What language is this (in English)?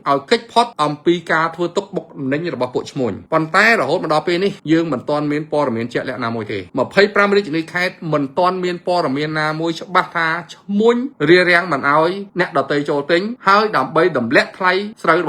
Khmer